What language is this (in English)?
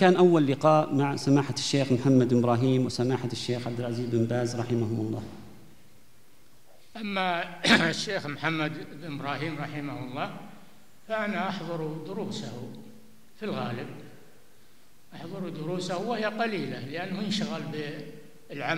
Arabic